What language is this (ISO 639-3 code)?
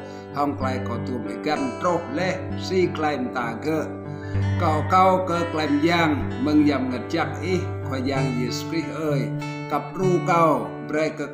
rad